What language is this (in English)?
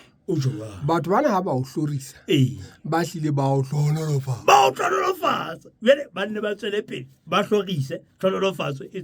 Southern Sotho